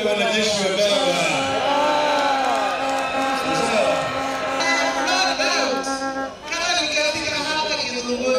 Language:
Swahili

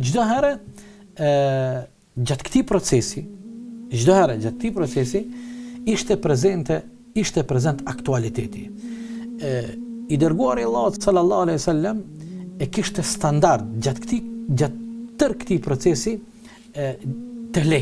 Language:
Albanian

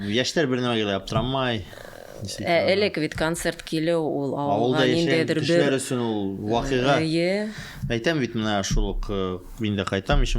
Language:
Bashkir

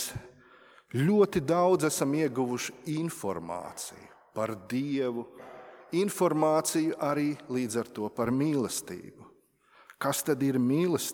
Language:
Latvian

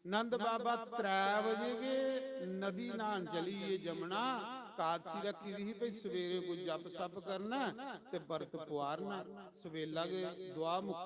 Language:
Dogri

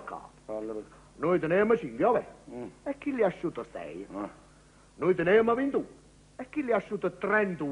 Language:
Neapolitan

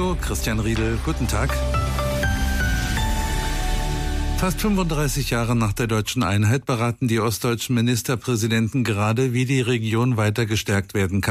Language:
German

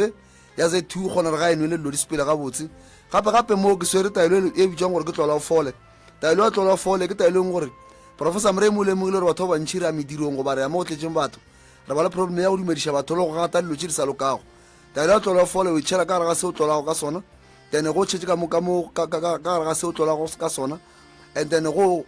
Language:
Northern Sotho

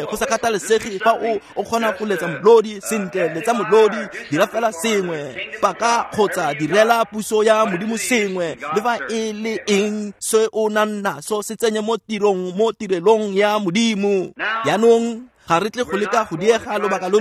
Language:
Tswana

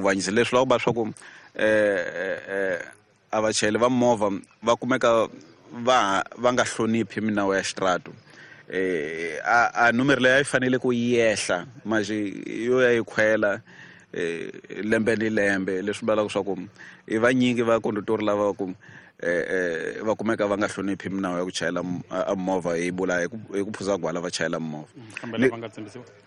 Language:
Tsonga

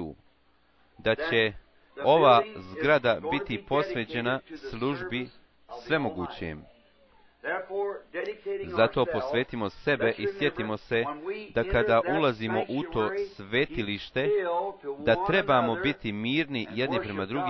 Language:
Bosnian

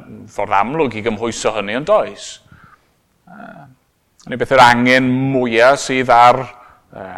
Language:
Welsh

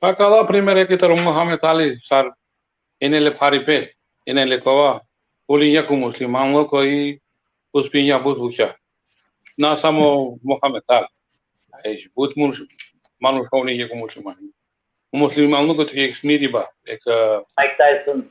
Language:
Balkan Romani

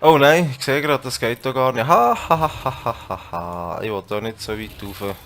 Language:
Swiss German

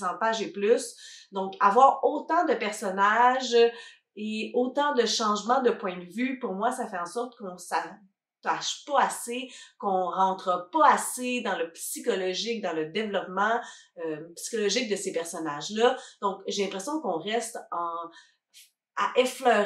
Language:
French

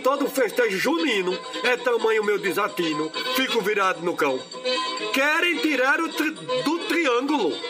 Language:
Portuguese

